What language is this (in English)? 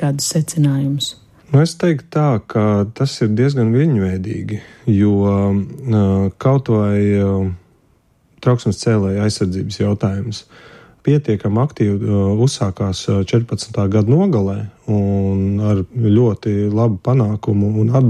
Latvian